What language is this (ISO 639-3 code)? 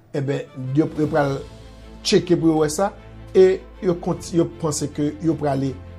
hat